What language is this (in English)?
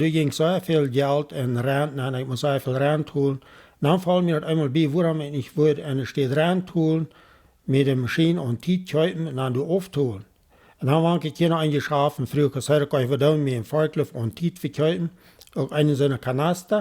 Plautdietsch